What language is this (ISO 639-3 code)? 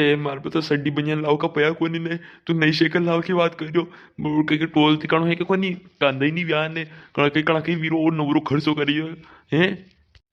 raj